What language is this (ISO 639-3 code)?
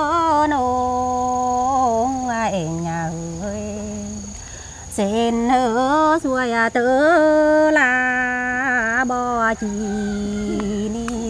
vie